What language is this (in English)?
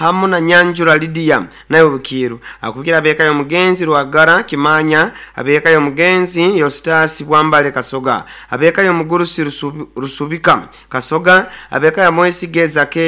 Nyoro